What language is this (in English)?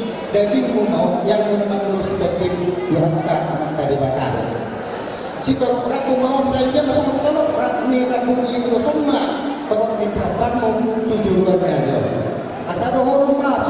Batak Toba